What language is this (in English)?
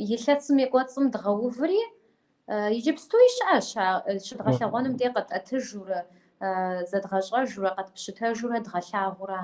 Kabardian